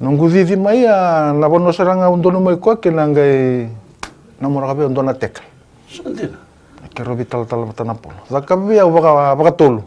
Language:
Fijian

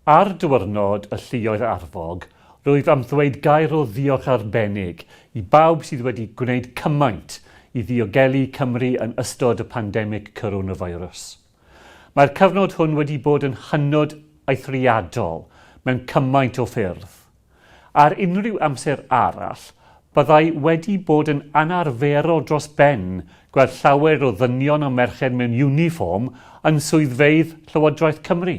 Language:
Welsh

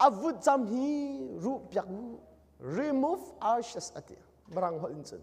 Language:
Hakha Chin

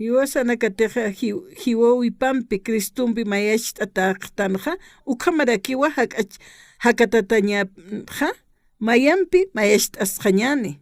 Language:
Aymara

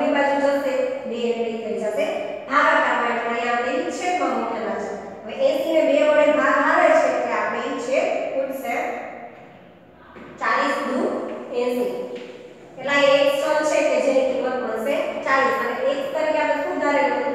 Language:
Gujarati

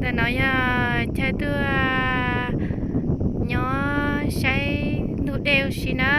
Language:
Hmong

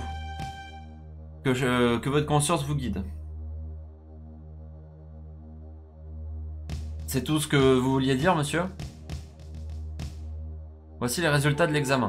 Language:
French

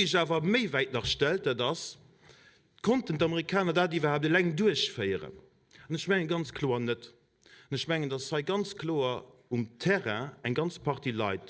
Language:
Luxembourgish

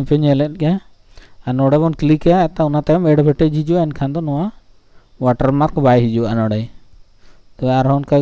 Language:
Santali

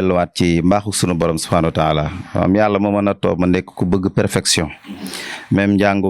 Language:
Wolof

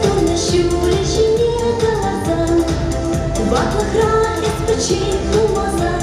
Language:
Chuvash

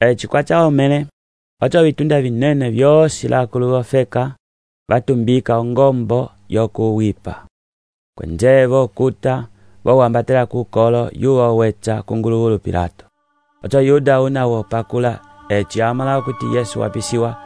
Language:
Umbundu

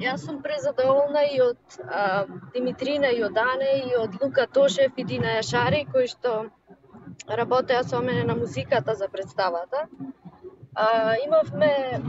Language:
Macedonian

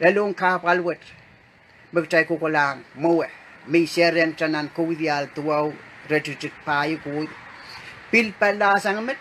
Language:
Pohnpeian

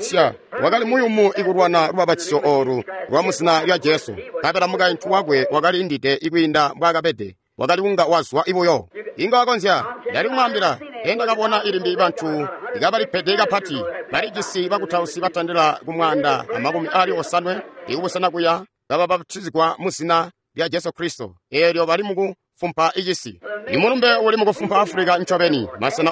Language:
Tonga (Zambia)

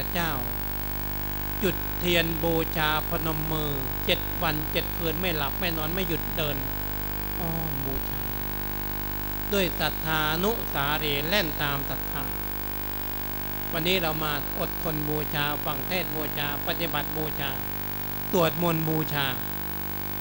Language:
Thai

